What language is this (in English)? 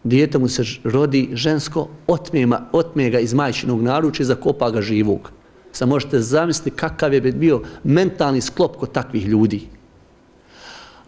Bosnian